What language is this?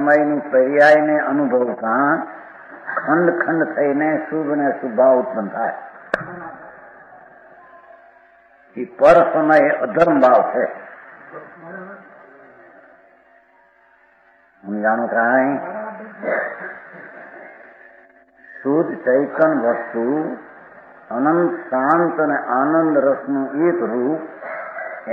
Gujarati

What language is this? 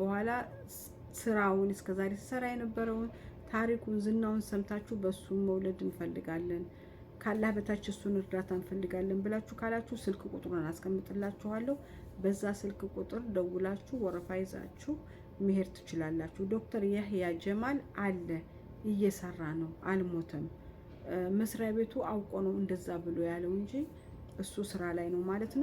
Amharic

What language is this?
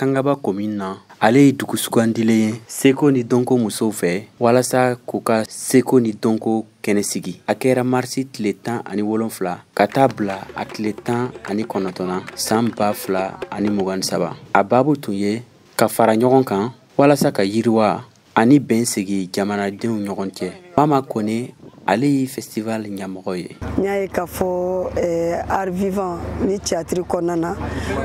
Bambara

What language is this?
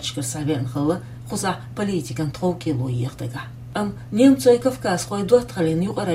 Chechen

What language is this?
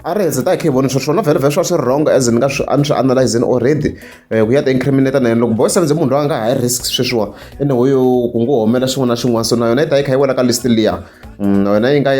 Tsonga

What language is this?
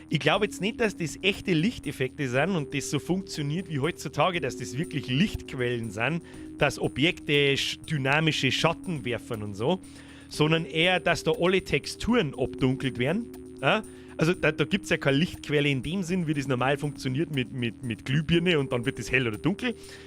Bavarian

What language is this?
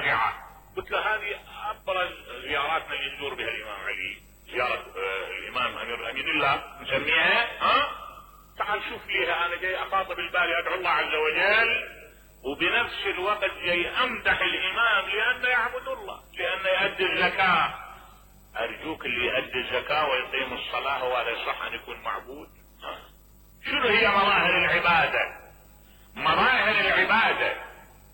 Mesopotamian Arabic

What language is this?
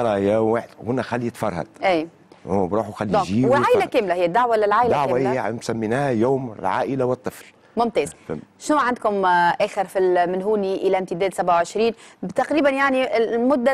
Tunisian Arabic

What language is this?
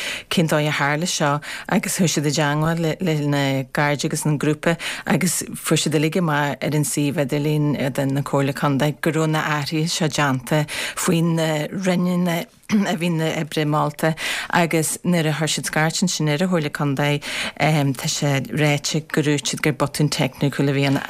Irish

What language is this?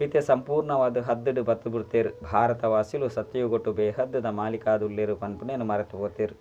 Tulu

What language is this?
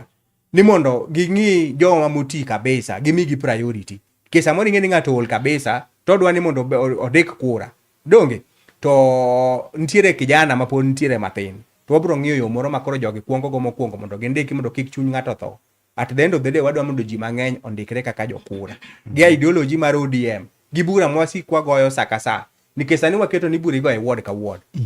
Luo (Kenya and Tanzania)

